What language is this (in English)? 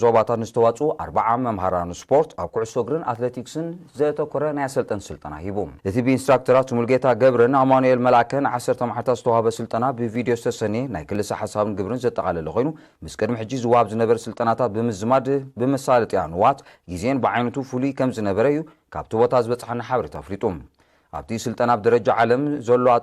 Tigrinya